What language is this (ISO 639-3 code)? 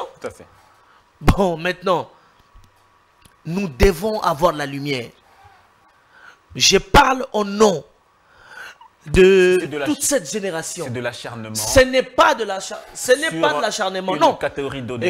fra